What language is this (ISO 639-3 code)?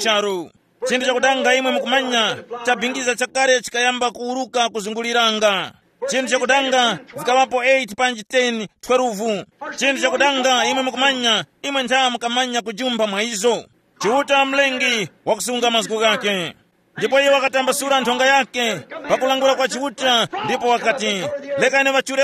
tum